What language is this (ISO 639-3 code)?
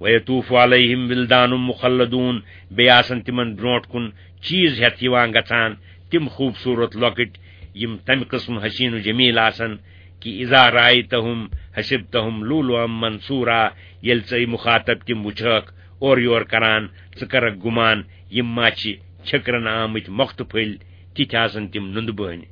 kas